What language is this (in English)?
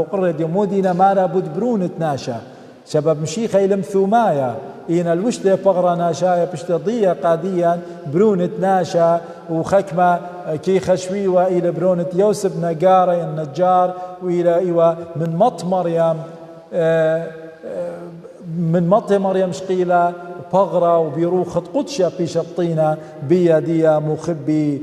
Assyrian Neo-Aramaic